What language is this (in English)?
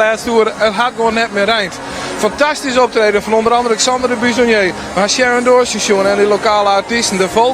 Western Frisian